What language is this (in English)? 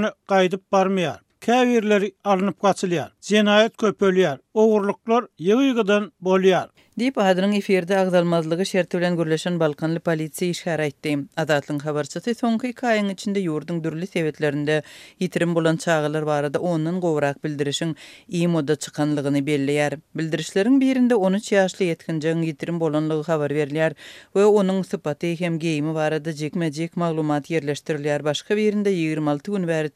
Turkmen